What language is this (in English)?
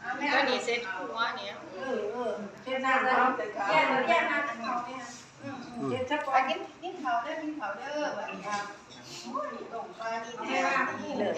Northeastern Thai